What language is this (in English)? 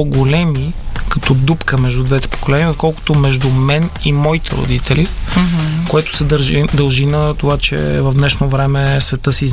Bulgarian